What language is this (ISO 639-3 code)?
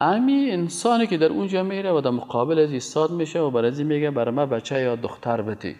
fas